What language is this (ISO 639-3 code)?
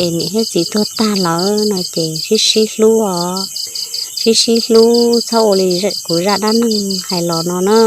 hmn